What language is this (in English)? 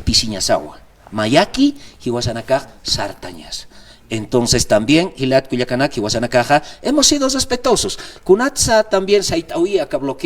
Aymara